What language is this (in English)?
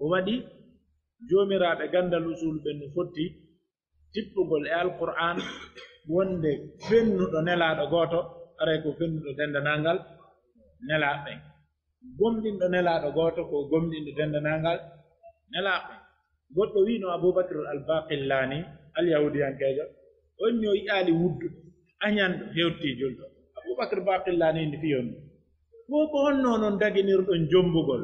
Pular